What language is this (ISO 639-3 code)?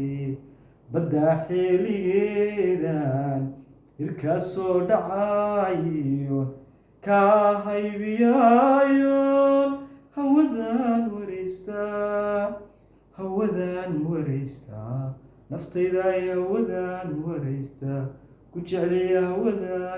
som